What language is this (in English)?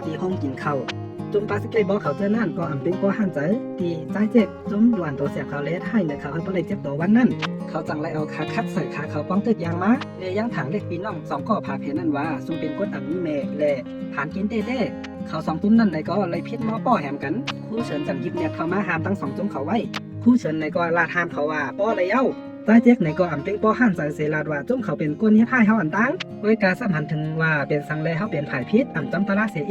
Shan